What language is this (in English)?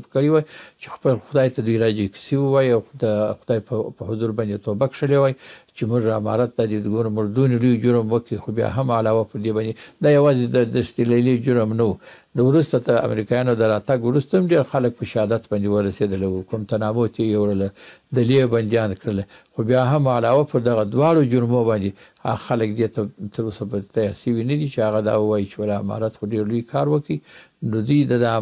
Pashto